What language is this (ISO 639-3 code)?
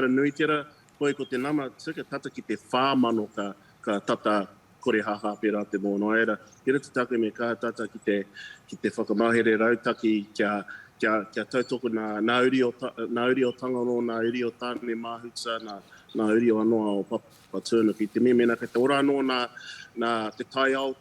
mri